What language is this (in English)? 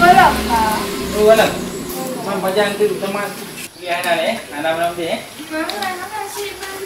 Achinese